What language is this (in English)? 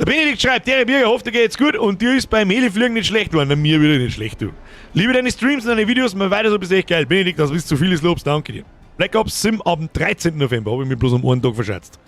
Bavarian